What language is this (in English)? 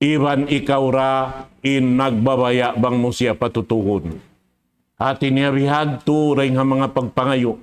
Tausug